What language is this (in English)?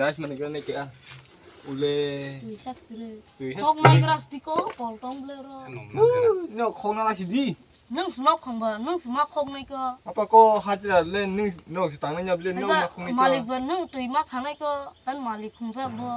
Kok Borok